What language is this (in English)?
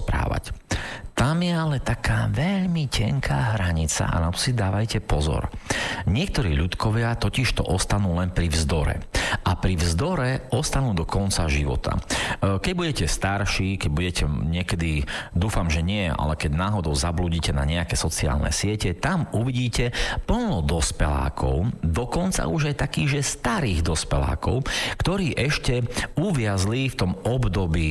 Slovak